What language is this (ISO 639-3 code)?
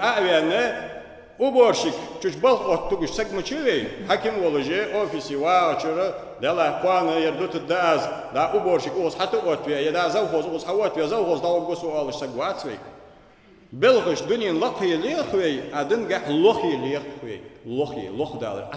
inh